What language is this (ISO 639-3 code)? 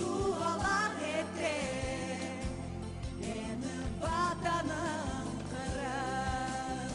crh